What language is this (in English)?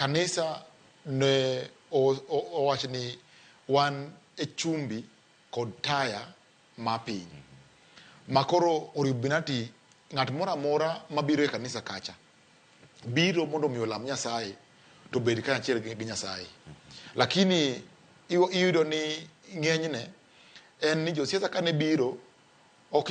Luo (Kenya and Tanzania)